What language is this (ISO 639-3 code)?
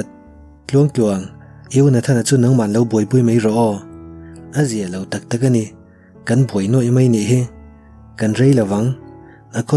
lus